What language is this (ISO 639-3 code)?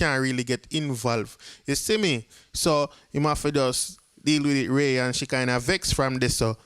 jam